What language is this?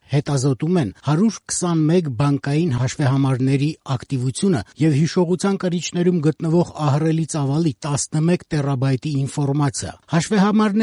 Armenian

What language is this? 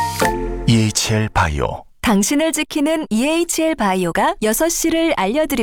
Korean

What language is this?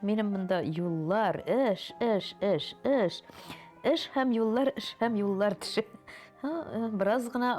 Tatar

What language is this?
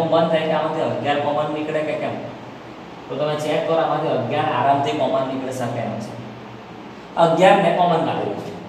Gujarati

